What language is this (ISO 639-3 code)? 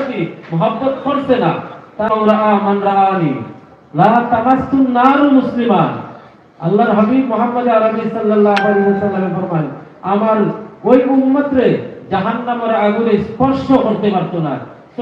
syl